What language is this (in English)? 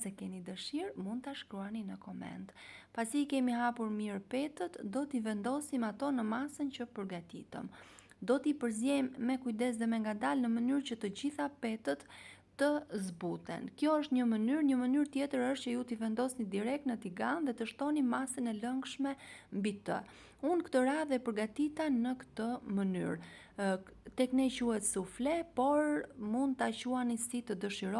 Albanian